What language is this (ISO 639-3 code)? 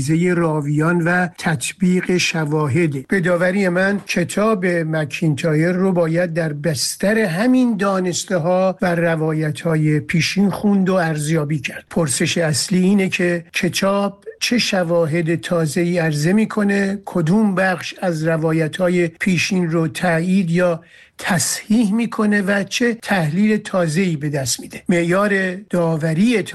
fas